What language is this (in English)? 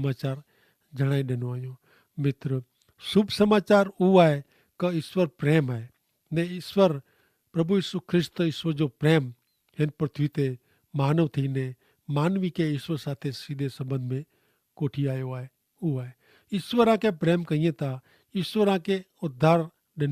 Kachhi